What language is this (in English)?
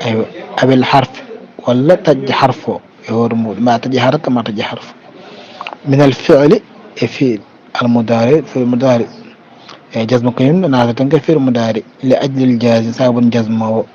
Fula